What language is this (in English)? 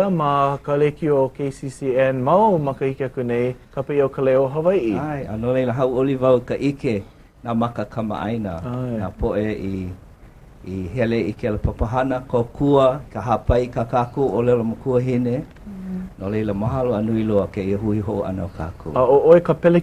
Hawaiian